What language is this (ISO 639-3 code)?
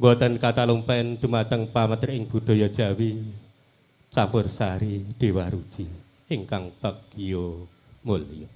jav